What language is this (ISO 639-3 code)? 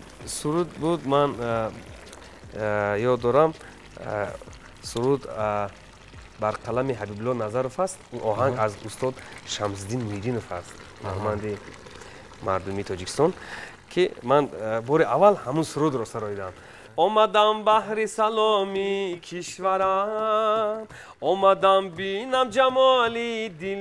tgk